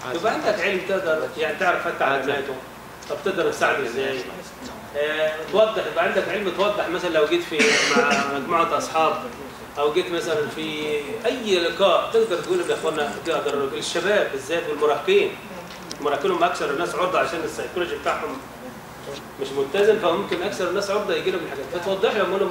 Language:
Egyptian Arabic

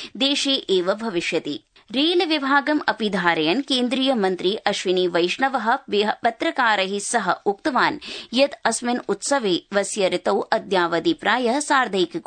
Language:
Sanskrit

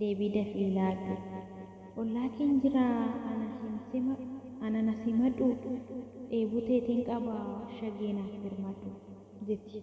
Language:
Oromo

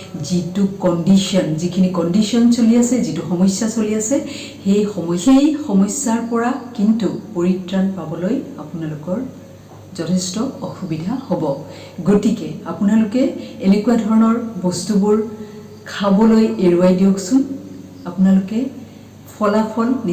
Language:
Assamese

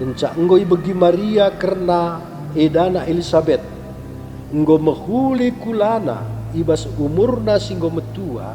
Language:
Batak Karo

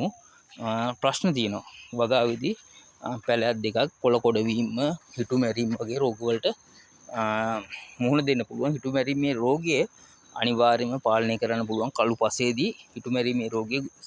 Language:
Sinhala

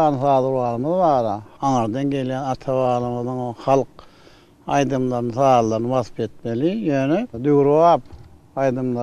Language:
Turkmen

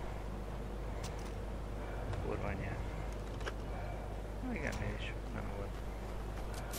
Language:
Hungarian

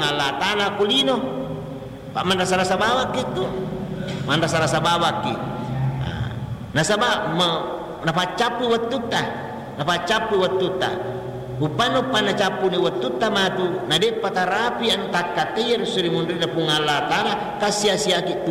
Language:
Buginese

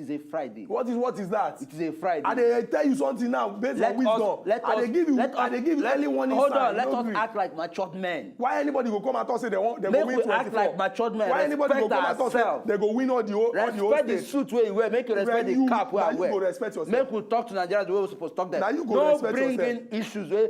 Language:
Nigerian Pidgin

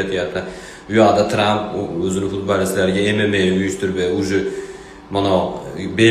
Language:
Uzbek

